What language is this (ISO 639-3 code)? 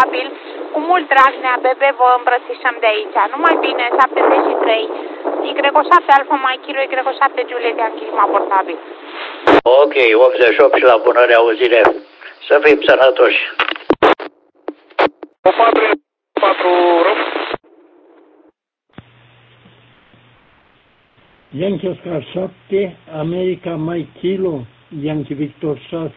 ron